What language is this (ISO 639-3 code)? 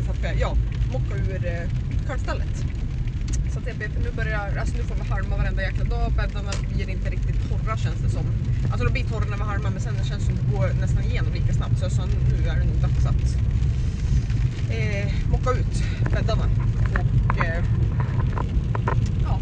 swe